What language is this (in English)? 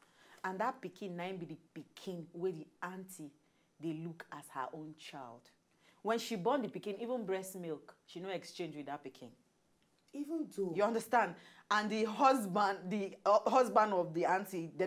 Nigerian Pidgin